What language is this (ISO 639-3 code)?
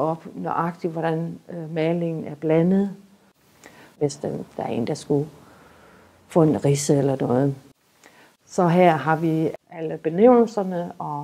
dan